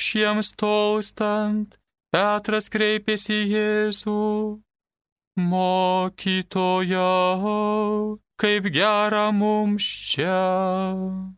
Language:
Lithuanian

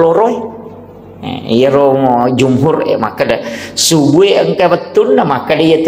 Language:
Buginese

